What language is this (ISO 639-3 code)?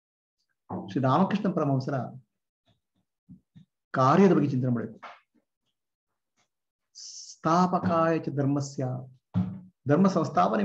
kan